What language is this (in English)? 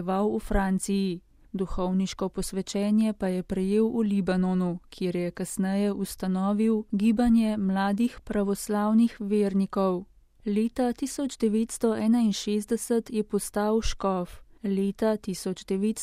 Slovenian